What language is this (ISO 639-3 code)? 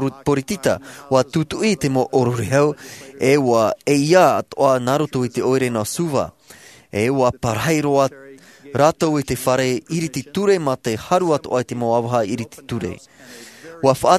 tah